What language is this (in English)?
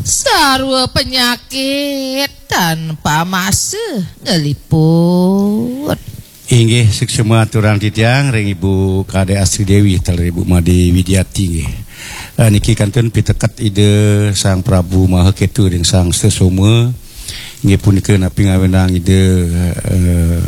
Balinese